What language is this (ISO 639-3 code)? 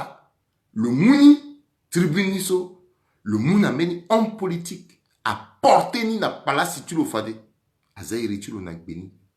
sag